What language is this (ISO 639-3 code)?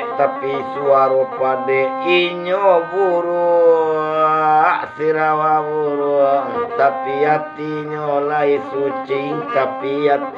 min